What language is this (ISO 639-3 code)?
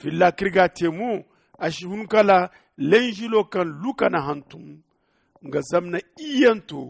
dje